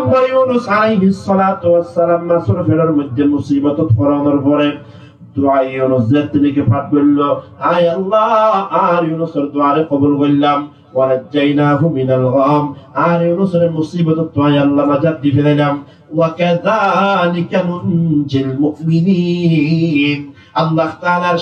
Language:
Rohingya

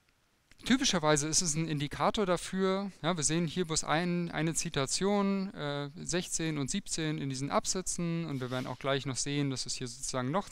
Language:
German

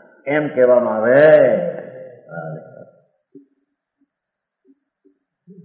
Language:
Gujarati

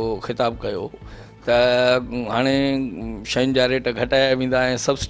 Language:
Sindhi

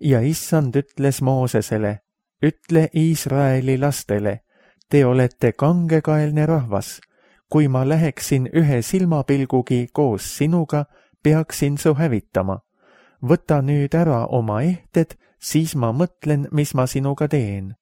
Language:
Estonian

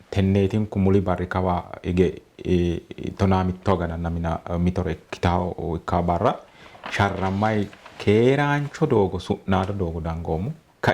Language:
Sidamo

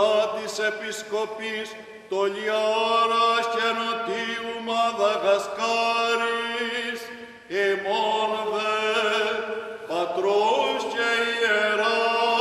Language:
Greek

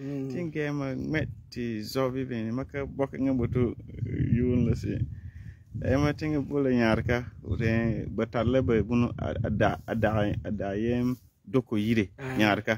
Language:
Frafra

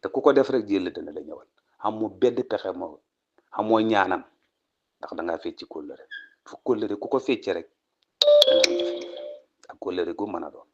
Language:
Wolof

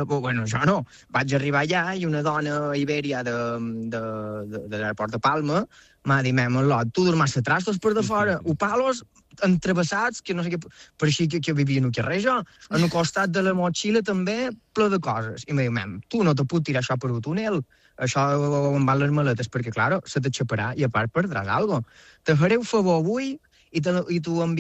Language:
Catalan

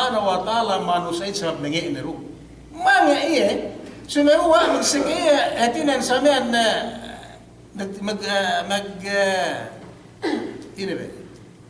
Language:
Yakan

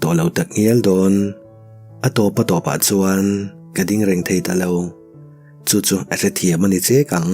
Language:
Mizo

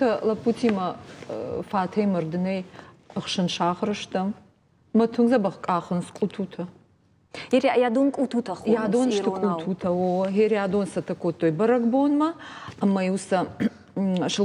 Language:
Ossetic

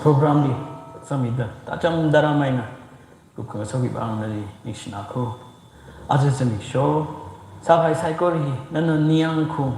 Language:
Tangkhul Naga (India)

